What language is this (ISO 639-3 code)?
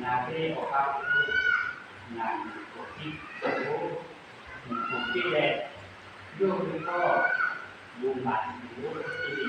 lhu